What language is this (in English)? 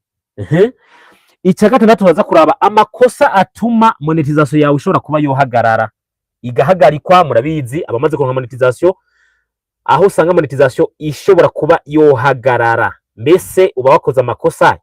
Rundi